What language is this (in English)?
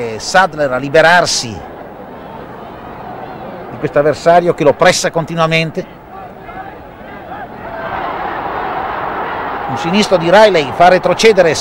Italian